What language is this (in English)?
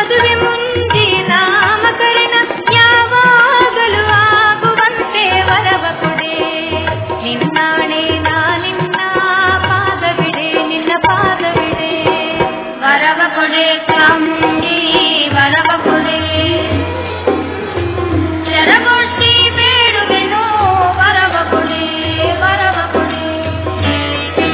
Kannada